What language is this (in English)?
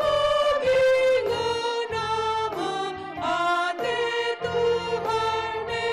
Batak Karo